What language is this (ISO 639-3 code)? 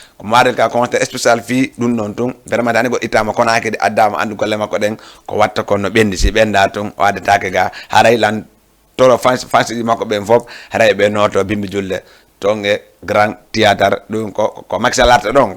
ful